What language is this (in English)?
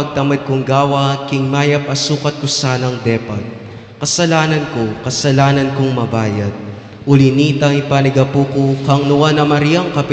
Pampanga